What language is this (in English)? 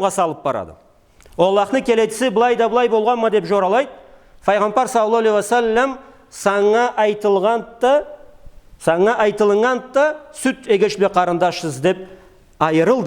Karachay-Balkar